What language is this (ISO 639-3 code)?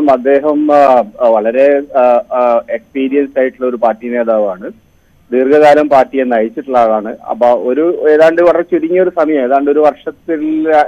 mal